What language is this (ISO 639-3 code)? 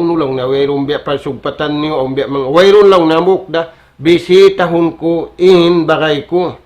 tsg